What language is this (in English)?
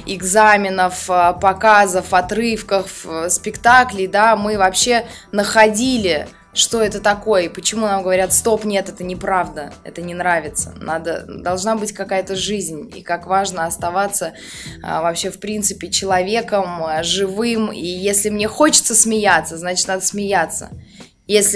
Russian